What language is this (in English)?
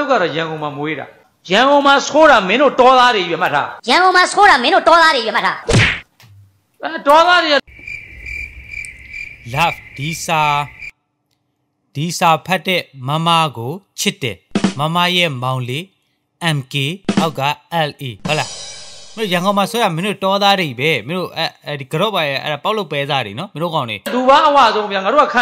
Burmese